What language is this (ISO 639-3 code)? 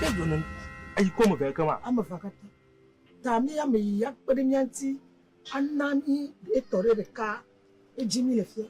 ewe